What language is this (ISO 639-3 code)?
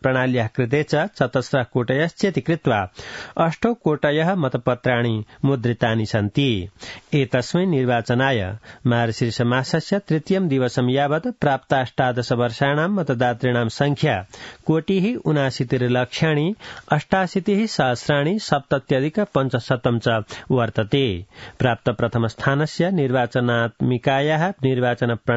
san